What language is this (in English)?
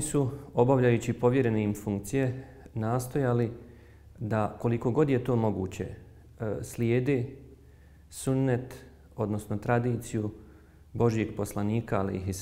Bosnian